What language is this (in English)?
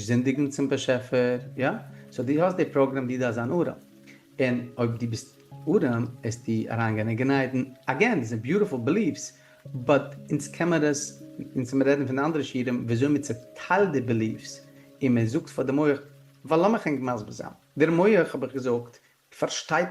Yiddish